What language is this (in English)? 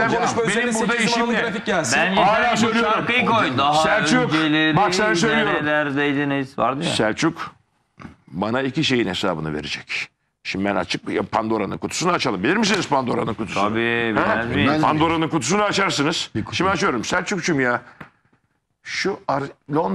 Turkish